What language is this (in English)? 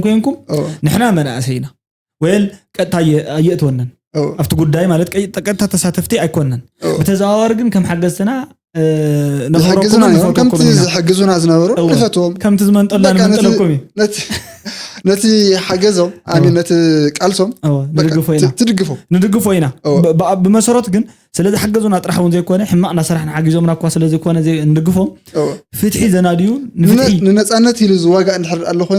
Tigrinya